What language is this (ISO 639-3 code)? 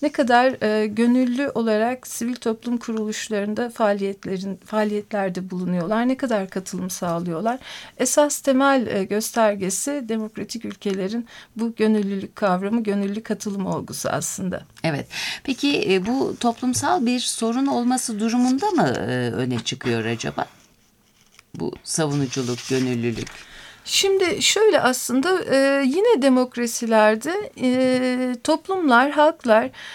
tur